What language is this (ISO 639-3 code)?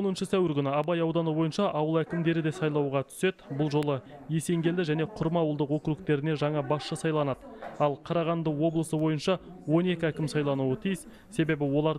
kaz